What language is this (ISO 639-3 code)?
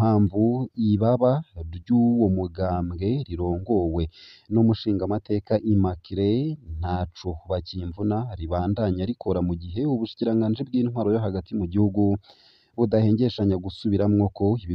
run